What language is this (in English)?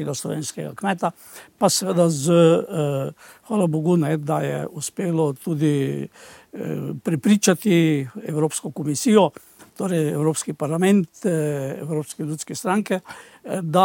Slovenian